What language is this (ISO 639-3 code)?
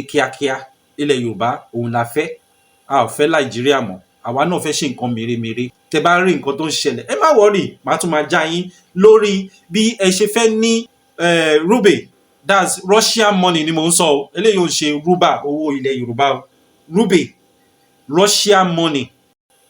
yor